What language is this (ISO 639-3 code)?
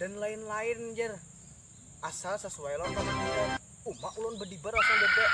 bjn